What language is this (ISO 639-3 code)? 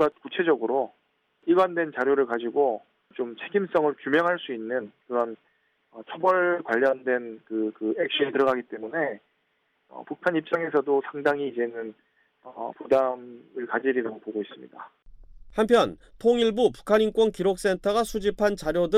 kor